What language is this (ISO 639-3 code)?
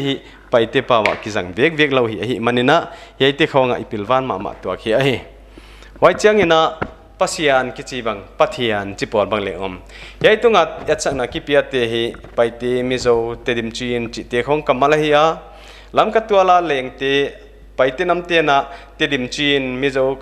pck